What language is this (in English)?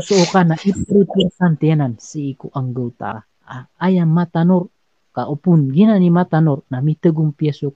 Maranao